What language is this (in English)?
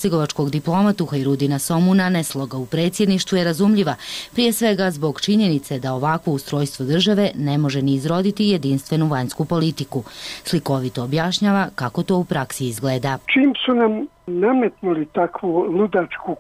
Bosnian